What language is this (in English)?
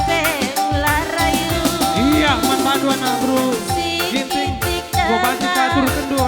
Batak Karo